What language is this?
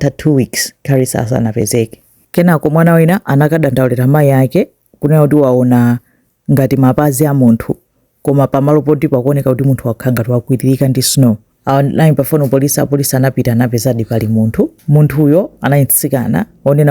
Nyanja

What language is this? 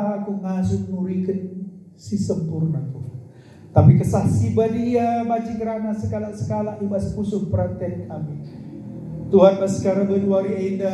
Batak Karo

